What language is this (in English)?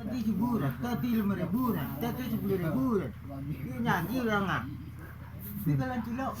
Minangkabau